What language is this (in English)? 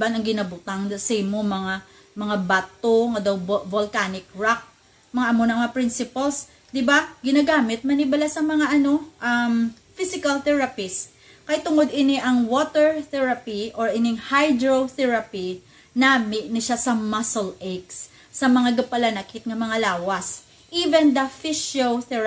Hiligaynon